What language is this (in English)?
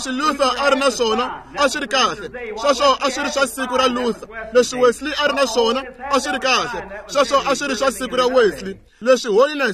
Tsonga